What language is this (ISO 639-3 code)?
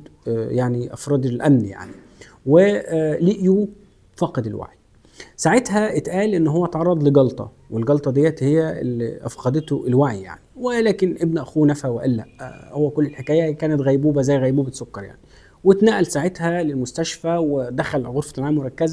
arz